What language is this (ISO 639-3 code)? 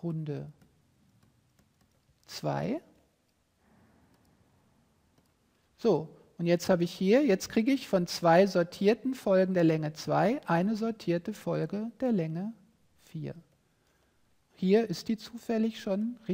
deu